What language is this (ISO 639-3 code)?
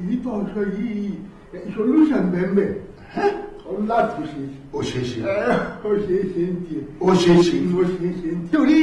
yor